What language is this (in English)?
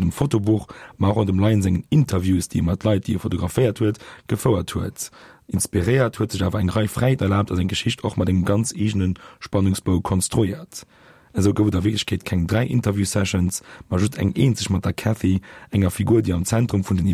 Luxembourgish